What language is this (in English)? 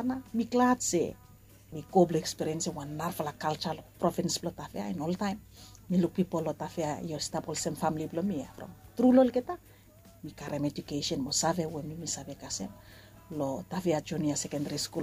Bislama